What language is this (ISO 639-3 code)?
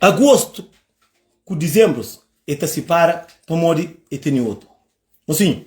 kea